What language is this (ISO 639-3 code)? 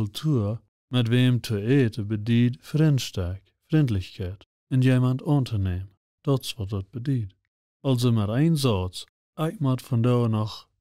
pdt